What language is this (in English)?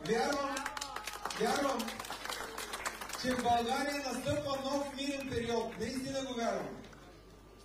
Bulgarian